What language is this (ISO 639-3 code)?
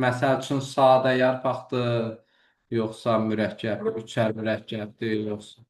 aze